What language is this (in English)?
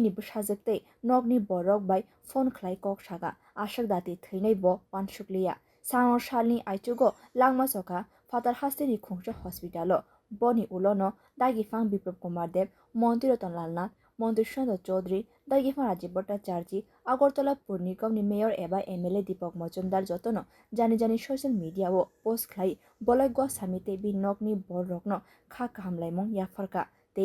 Kok Borok